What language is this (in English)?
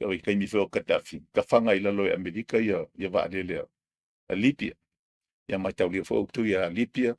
Samoan